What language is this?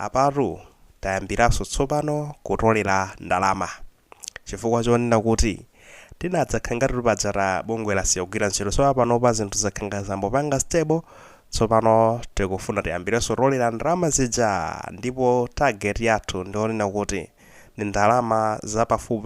Nyanja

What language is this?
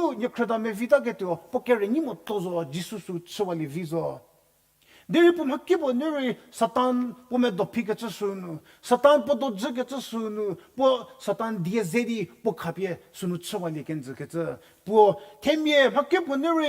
Angami Naga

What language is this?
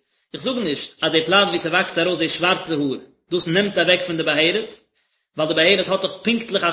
Yiddish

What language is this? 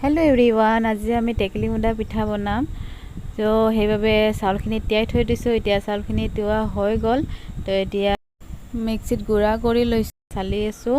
Assamese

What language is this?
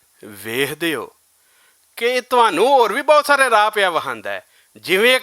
Western Panjabi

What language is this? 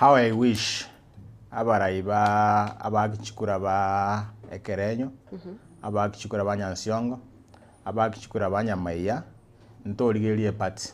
Gusii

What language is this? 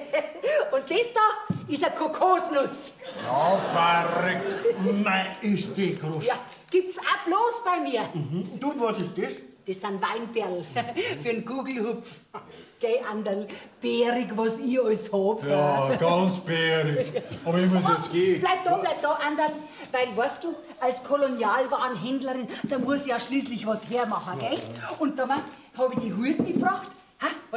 Bavarian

